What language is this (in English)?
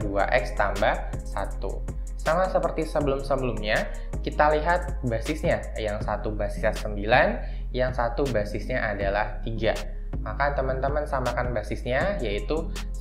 Indonesian